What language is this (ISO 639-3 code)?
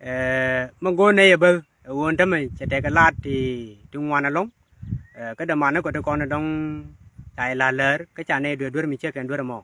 nus